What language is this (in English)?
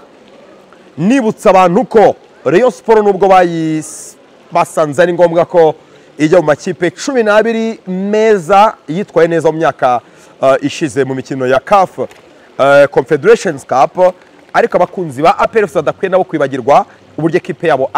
Kinyarwanda